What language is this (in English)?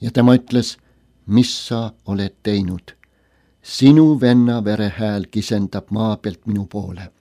Estonian